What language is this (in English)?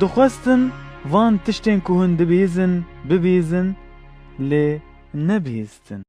Kurdish